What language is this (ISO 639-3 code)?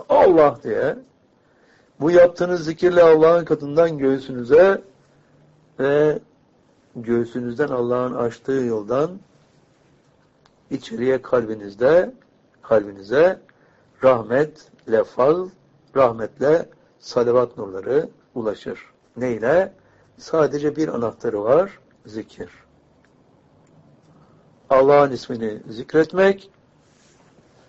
tur